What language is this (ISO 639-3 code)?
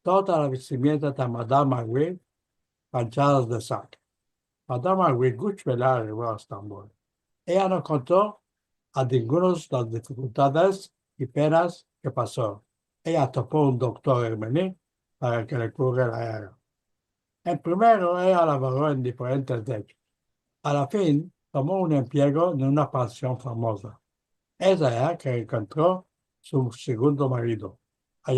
lad